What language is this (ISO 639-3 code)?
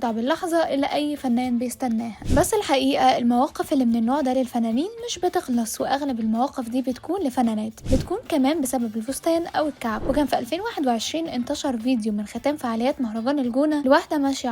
arz